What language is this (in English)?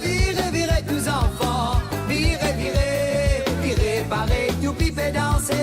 Morisyen